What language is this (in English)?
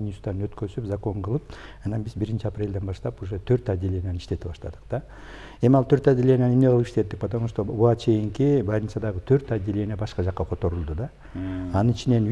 Kyrgyz